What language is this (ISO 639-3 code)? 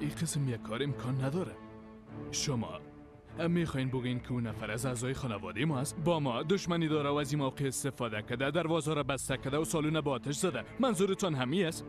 fas